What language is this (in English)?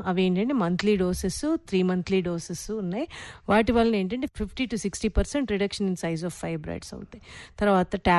Telugu